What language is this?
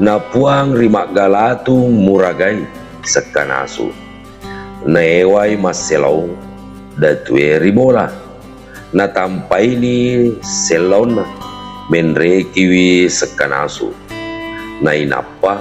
Buginese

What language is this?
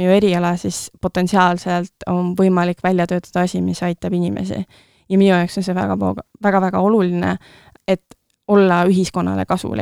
Estonian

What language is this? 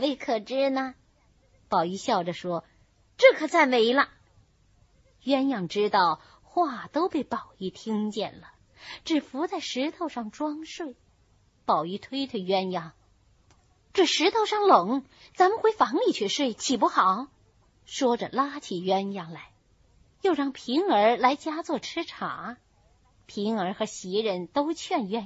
Chinese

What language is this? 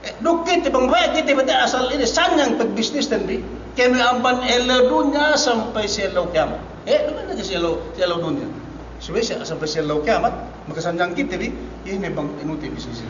Yakan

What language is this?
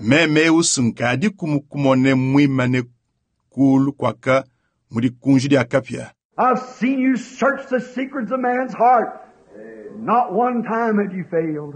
Luba-Lulua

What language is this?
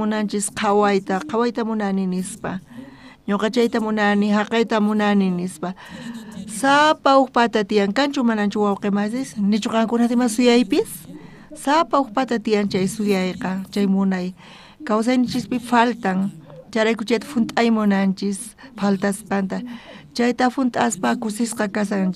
South Bolivian Quechua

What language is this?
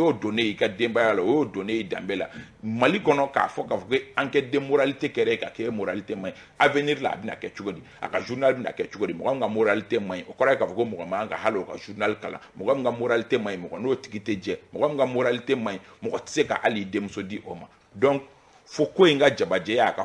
Bambara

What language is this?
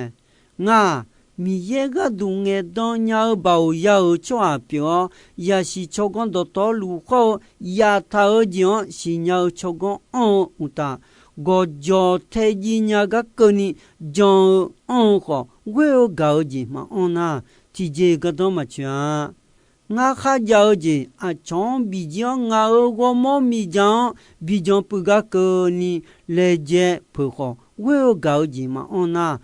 Akha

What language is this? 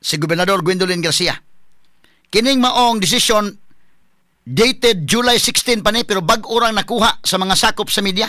Cebuano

